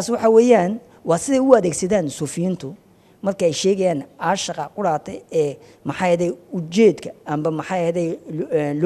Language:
Somali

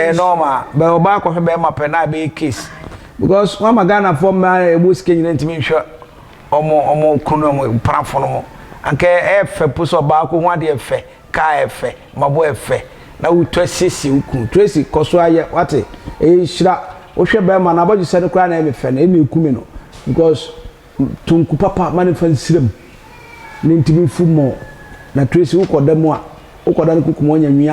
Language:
Akan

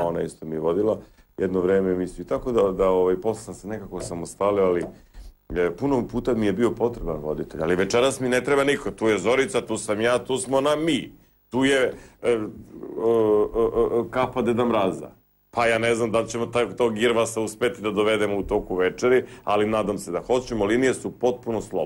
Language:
Serbian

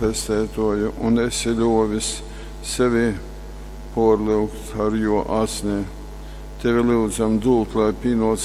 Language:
Latgalian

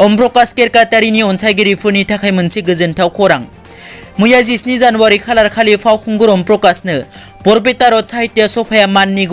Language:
Bodo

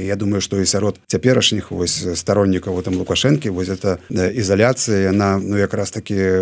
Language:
Belarusian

